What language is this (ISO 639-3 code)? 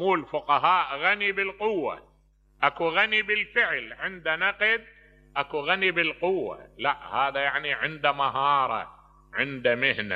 acm